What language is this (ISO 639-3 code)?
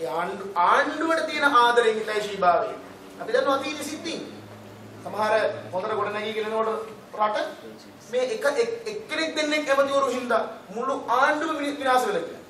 sin